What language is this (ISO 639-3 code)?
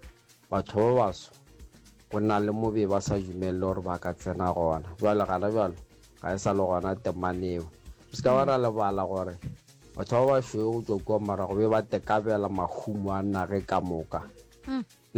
nso